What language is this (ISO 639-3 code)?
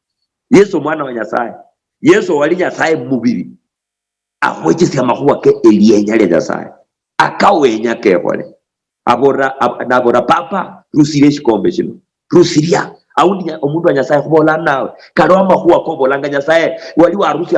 luy